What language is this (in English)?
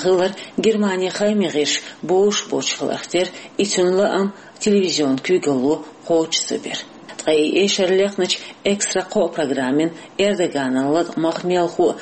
Chechen